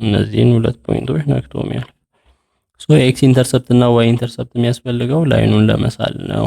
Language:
Amharic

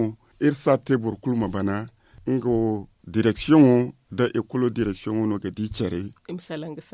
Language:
Zarma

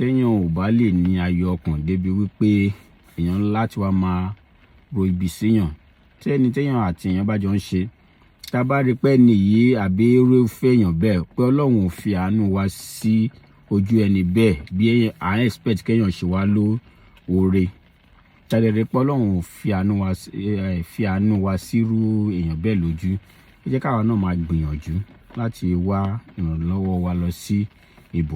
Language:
Yoruba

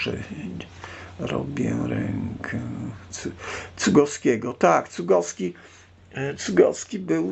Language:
Polish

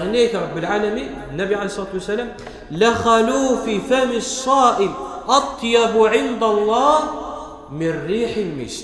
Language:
Kabyle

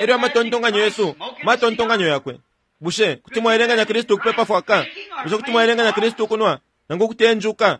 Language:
Bemba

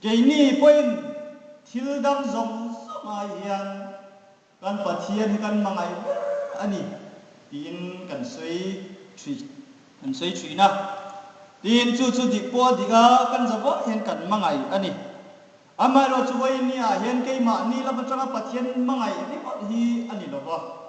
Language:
Hmar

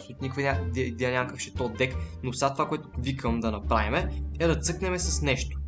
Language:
Bulgarian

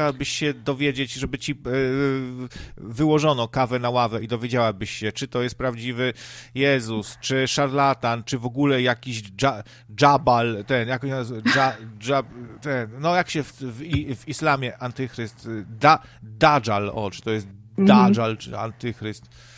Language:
Polish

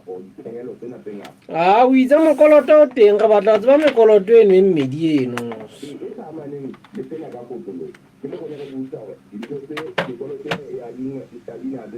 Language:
Southern Sotho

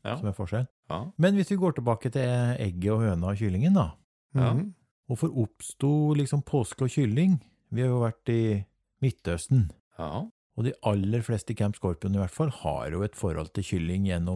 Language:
Norwegian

